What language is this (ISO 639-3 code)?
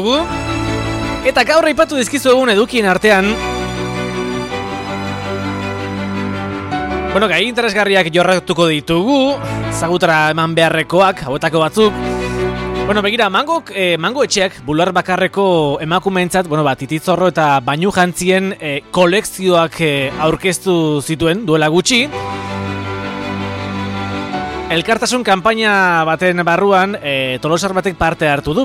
eus